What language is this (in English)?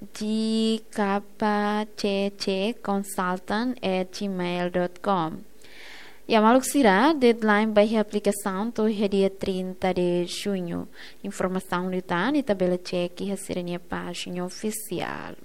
Tetum